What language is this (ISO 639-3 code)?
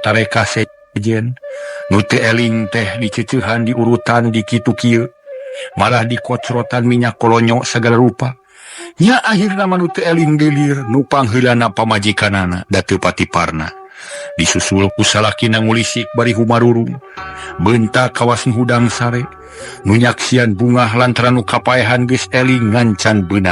sun